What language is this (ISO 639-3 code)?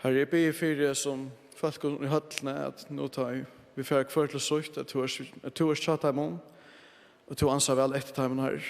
fao